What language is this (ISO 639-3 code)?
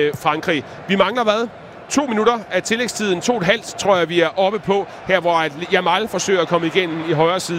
dan